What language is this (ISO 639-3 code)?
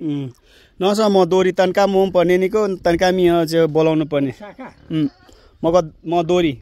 nep